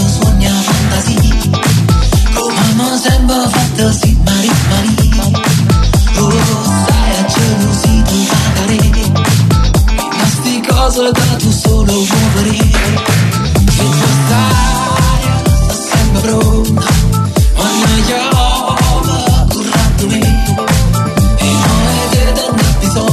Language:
Italian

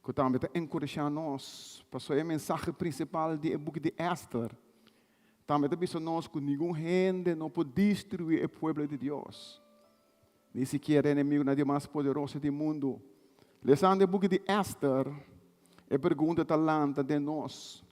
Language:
Papiamento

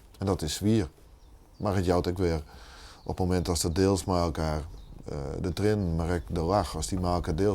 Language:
Western Frisian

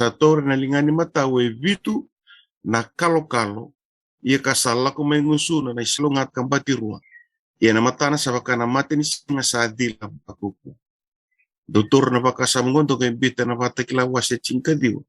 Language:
Fijian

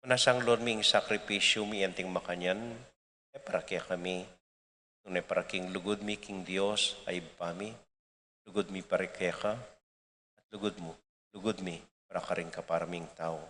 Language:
Pampanga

